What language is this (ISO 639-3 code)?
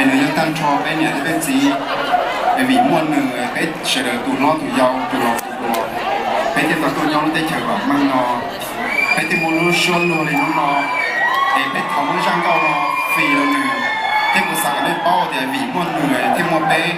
hmn